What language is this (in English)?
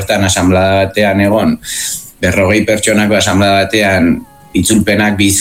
Basque